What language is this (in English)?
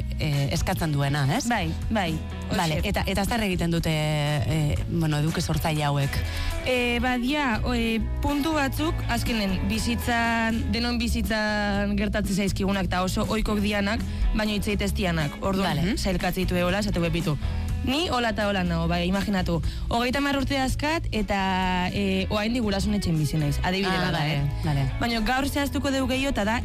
Basque